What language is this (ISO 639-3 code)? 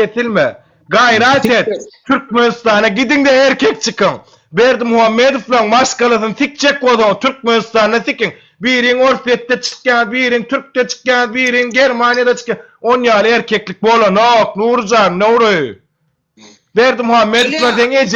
tuk